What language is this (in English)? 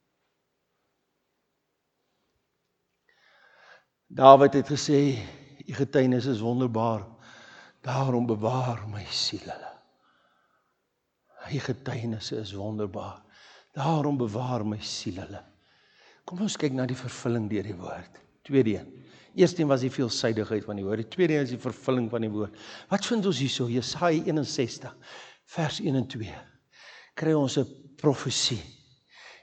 Afrikaans